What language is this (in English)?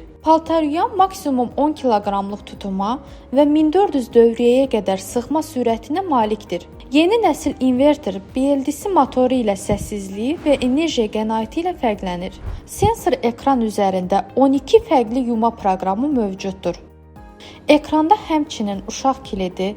Azerbaijani